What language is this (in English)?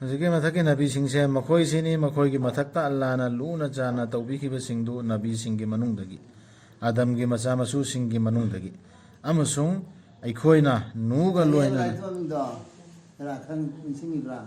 Manipuri